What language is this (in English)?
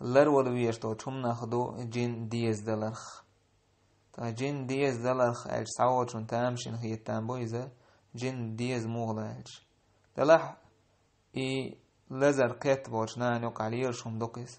Chechen